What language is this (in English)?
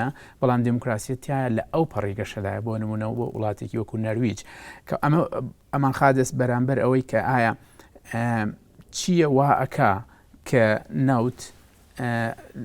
Central Kurdish